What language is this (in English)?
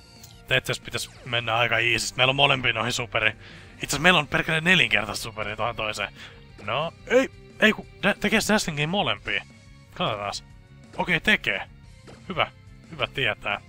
Finnish